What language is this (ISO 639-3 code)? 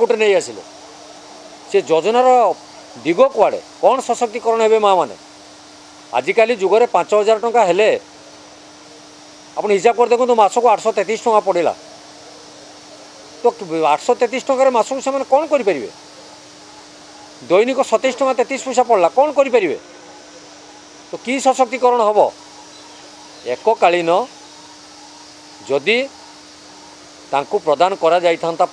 ori